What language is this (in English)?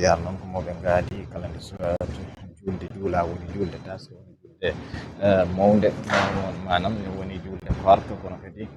Fula